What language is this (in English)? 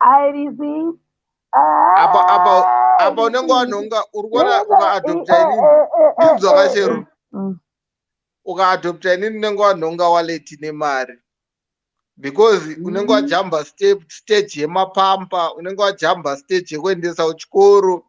Shona